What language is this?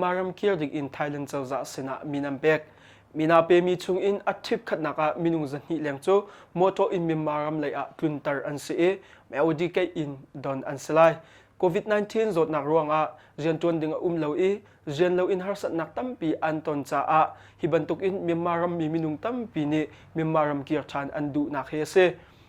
Hakha Chin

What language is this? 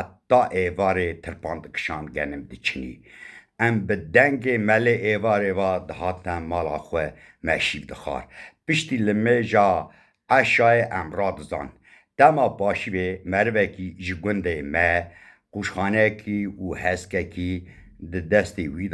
Kurdish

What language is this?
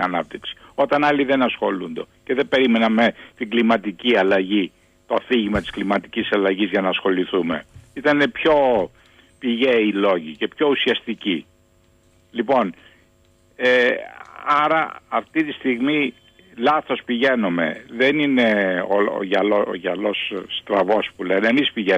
Greek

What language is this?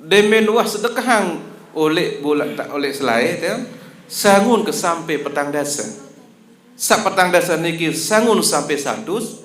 Sasak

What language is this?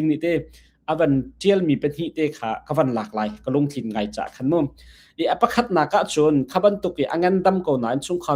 Hakha Chin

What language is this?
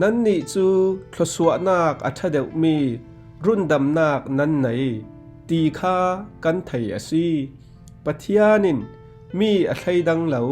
Falam Chin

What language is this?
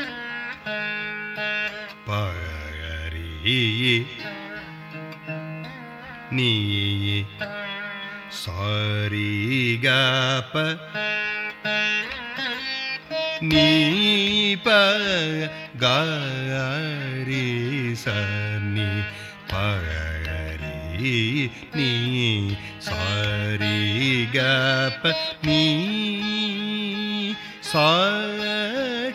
Tamil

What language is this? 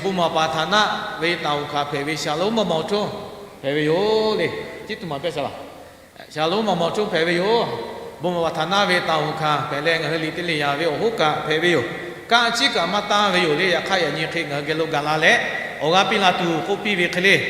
Lahu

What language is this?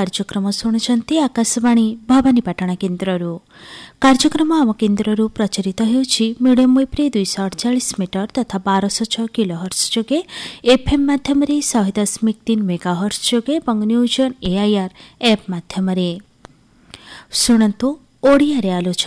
Odia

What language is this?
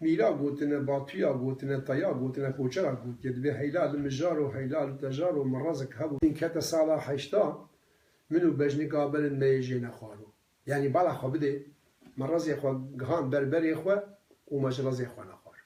Kurdish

